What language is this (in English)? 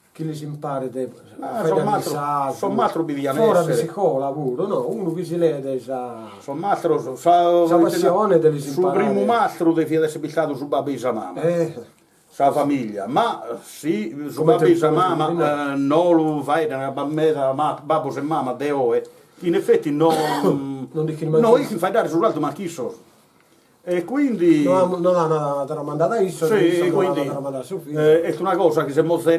Sardinian